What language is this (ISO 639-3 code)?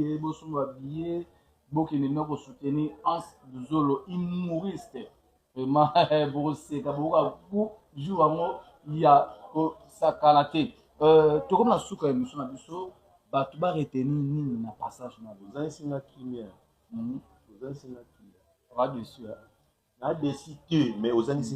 lin